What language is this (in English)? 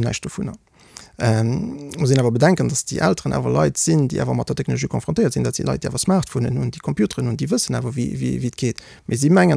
Luxembourgish